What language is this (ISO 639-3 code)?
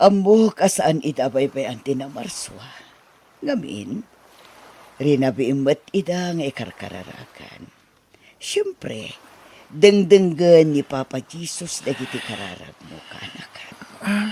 ilo